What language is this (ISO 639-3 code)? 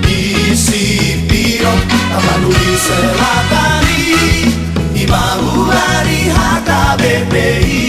bbc